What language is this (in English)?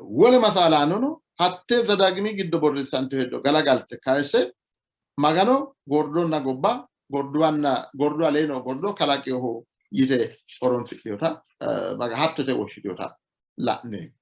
Sidamo